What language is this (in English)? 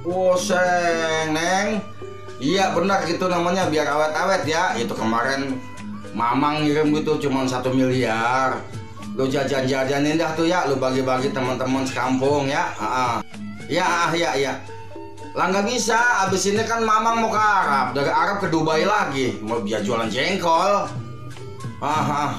Betawi